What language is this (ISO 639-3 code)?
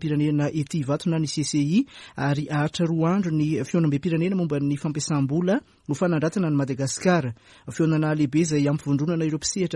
mlg